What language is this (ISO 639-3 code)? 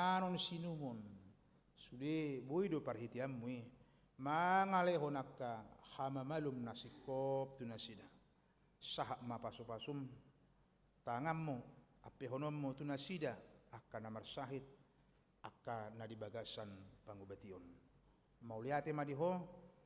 bbc